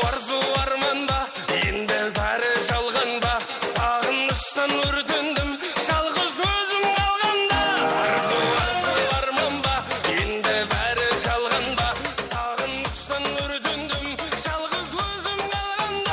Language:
Kara-Kalpak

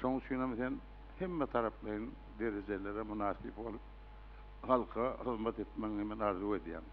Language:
Turkmen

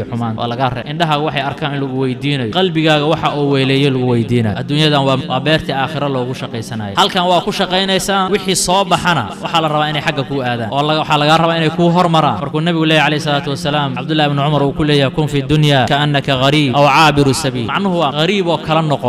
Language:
Somali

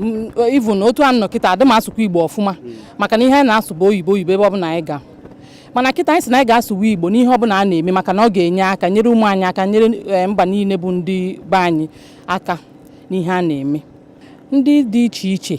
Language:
Igbo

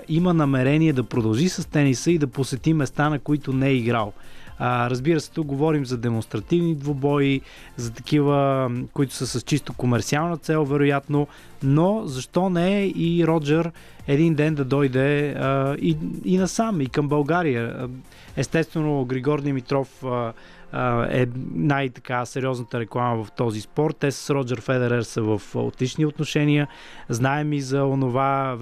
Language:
Bulgarian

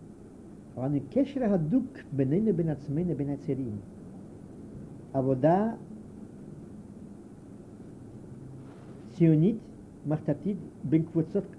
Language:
Hebrew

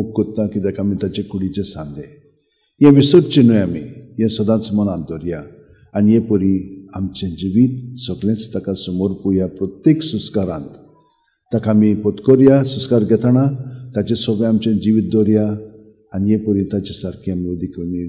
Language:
Konkani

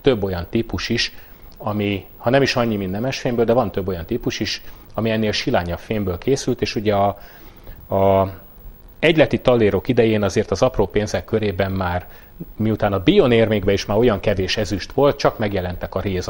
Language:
Hungarian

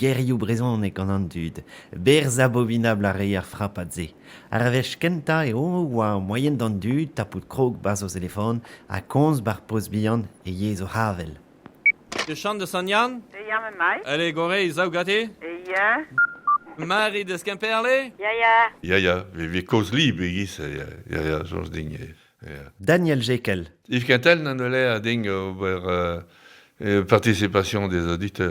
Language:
Breton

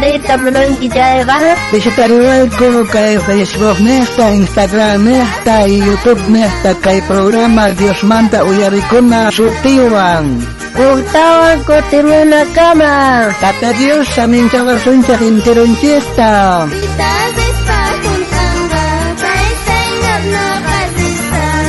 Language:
South Bolivian Quechua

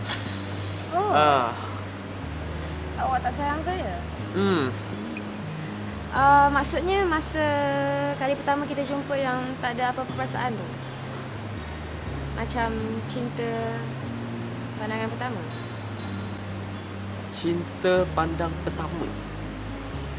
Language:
Malay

